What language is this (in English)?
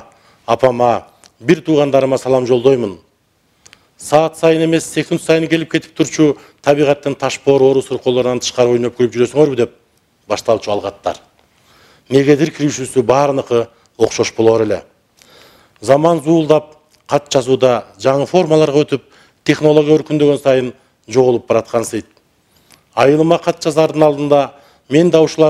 Kyrgyz